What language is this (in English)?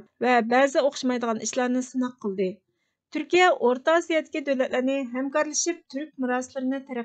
Uyghur